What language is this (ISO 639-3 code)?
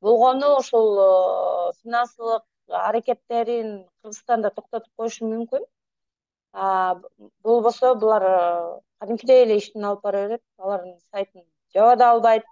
kir